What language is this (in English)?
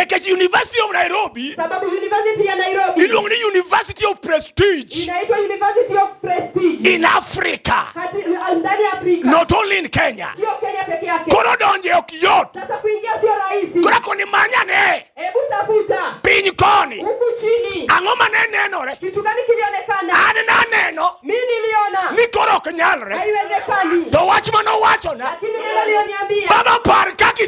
Luo (Kenya and Tanzania)